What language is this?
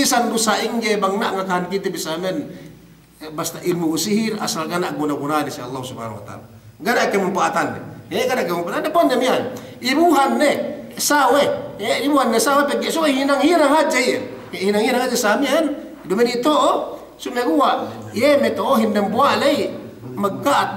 Yakan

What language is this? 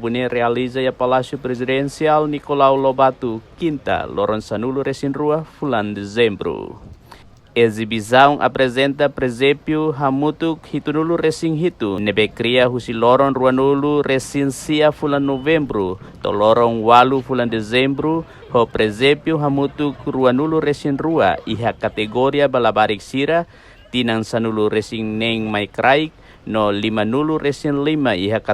Tetum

